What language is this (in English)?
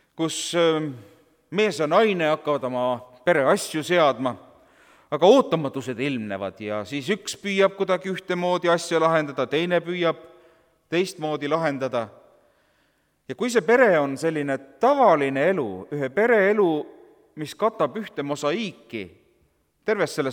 Estonian